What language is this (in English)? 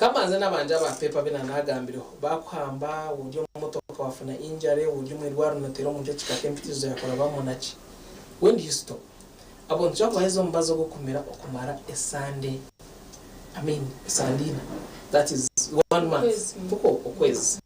Nyankole